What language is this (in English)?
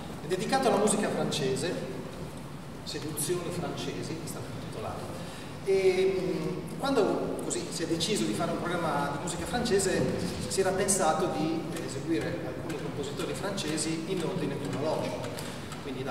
Italian